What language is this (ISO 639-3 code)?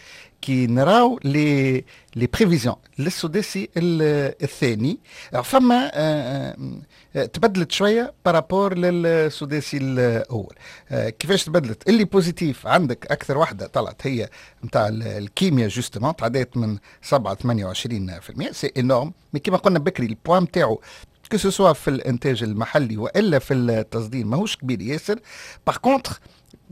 aeb